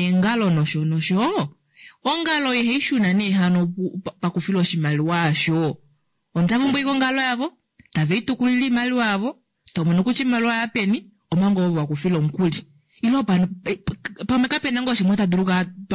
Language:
Kuanyama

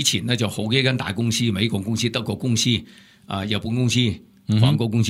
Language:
Cantonese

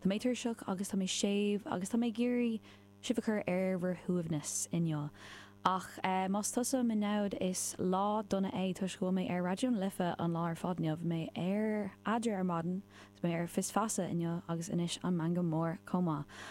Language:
Irish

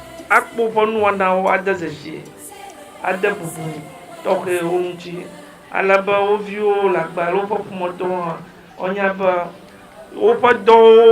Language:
Ewe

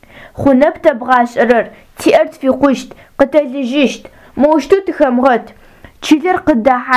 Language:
Adyghe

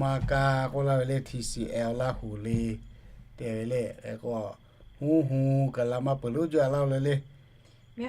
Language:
Lahu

